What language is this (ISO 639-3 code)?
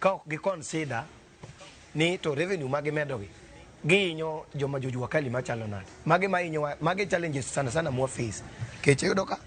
luo